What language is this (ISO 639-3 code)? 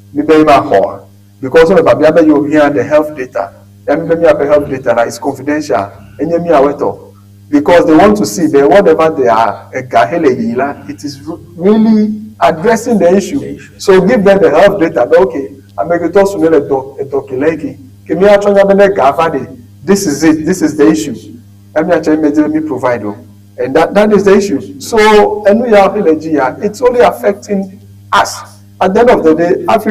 ewe